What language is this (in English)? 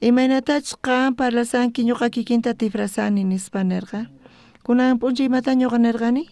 South Bolivian Quechua